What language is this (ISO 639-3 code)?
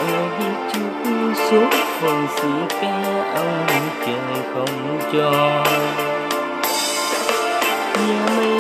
vie